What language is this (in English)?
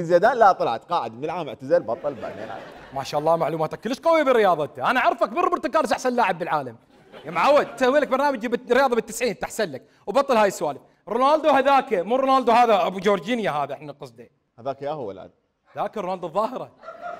Mesopotamian Arabic